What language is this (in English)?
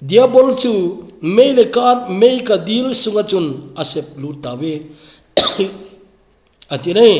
Thado Chin